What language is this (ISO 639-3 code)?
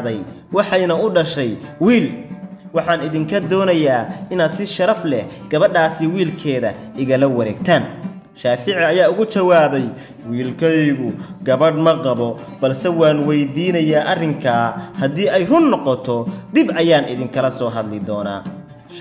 som